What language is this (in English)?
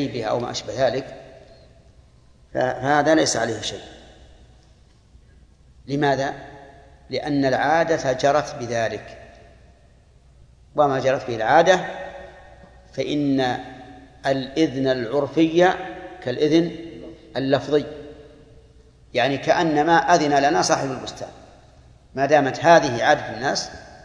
Arabic